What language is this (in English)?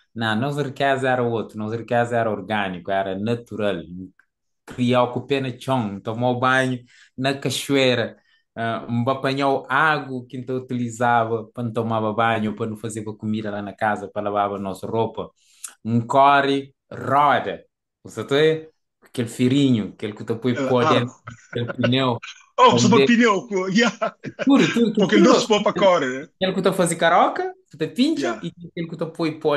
Kabuverdianu